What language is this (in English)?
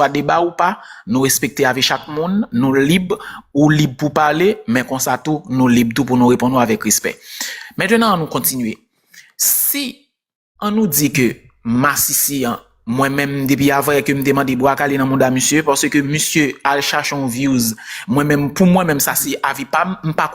Haitian Creole